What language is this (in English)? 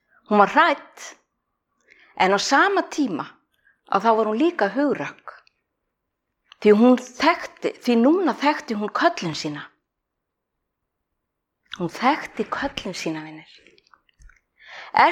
Icelandic